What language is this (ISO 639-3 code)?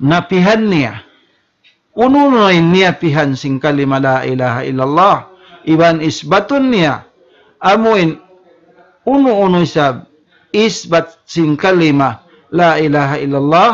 tsg